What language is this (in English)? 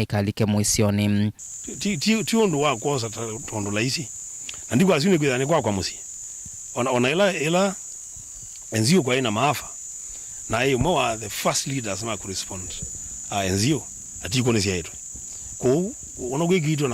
Kamba